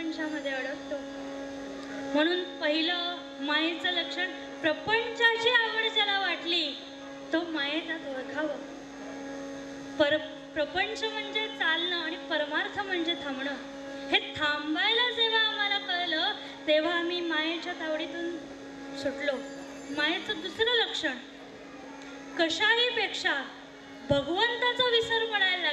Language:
Marathi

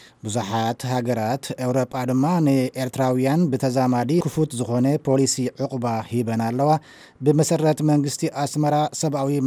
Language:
Tigrinya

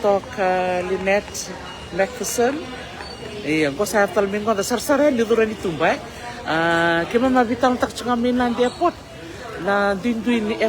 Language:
Fijian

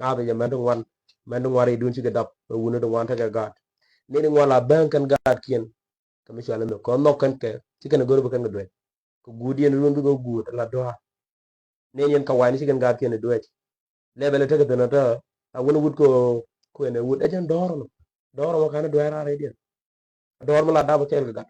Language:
Nuer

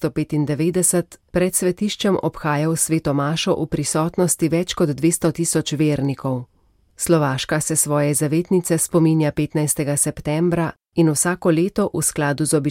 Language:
Slovenian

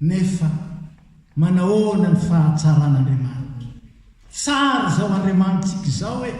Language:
Malagasy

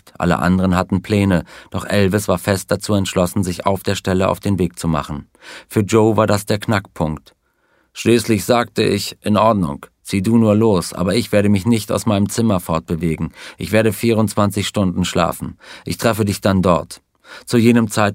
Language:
German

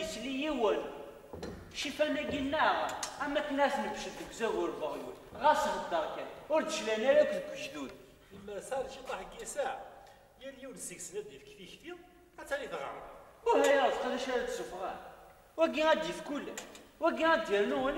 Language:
Kabyle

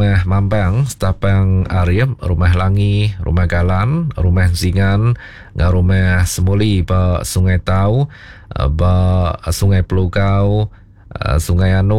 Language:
Iban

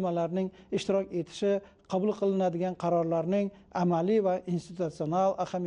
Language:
Uzbek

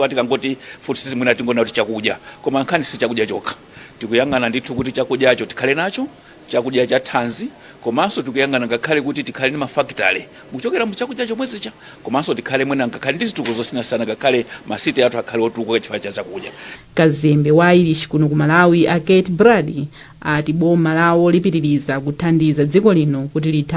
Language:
Nyanja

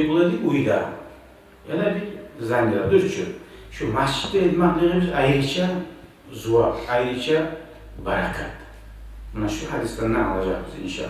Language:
Kumyk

